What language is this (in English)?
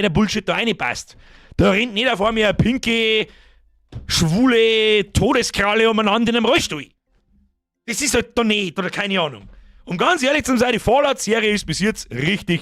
Bavarian